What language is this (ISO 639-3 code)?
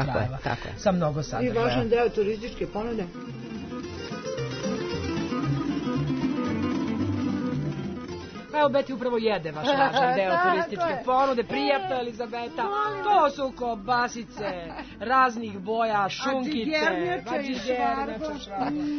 srp